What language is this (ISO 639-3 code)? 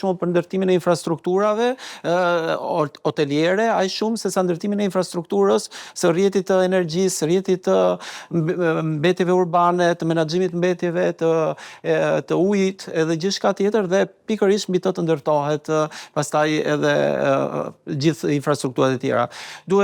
sqi